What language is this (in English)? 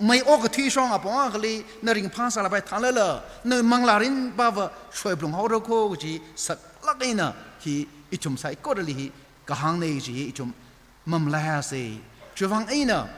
Tangkhul Naga (India)